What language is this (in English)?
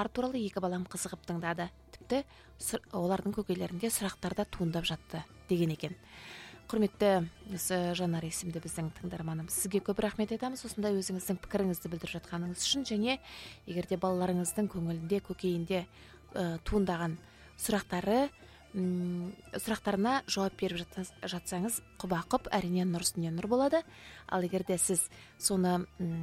Kazakh